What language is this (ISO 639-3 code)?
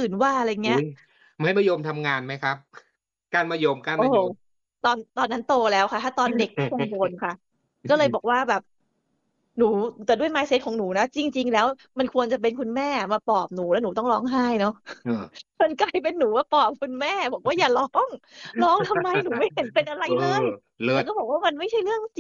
tha